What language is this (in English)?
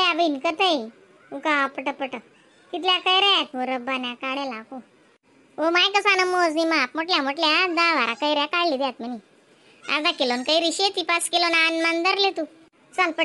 Khandesi